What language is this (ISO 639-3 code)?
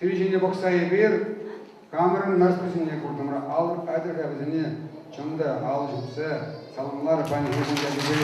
chv